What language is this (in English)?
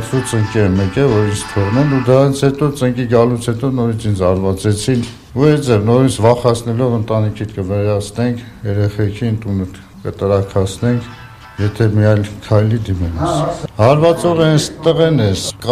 Armenian